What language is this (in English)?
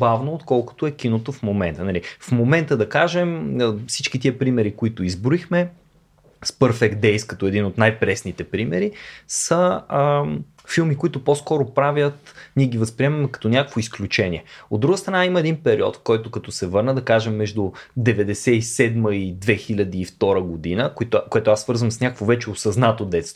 Bulgarian